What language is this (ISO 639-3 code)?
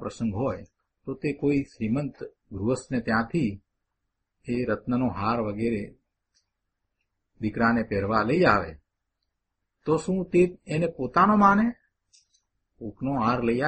guj